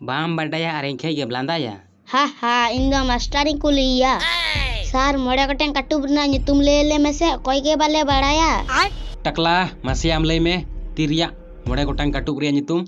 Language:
Santali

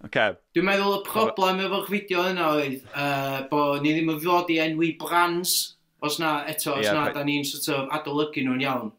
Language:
Welsh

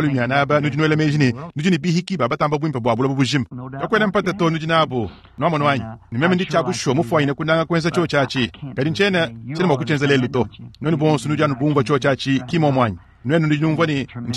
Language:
Luba-Lulua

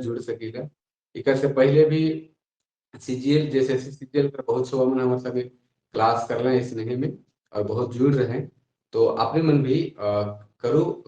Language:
Sadri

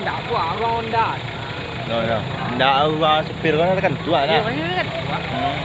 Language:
Minangkabau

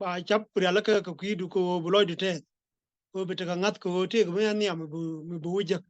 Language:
Nuer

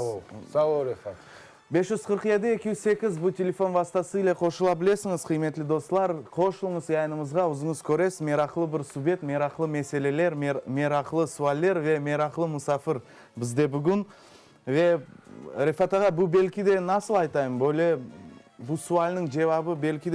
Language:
Crimean Tatar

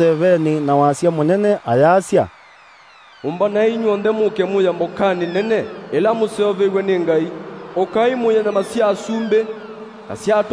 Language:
Kamba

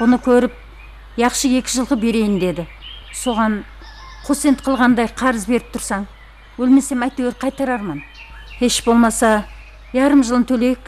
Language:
Kara-Kalpak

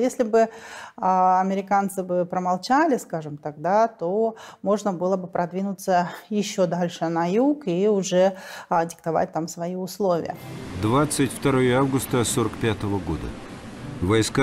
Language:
Russian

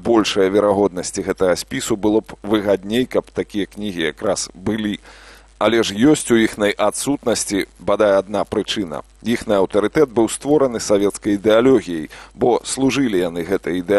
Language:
Belarusian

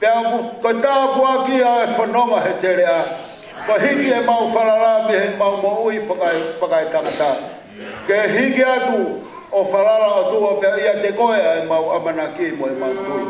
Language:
Tongan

